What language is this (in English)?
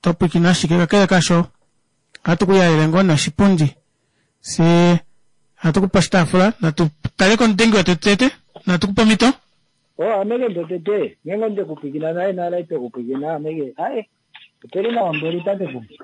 Kuanyama